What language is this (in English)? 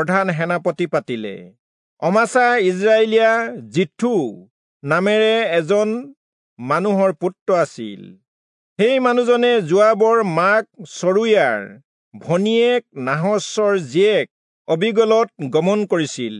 Assamese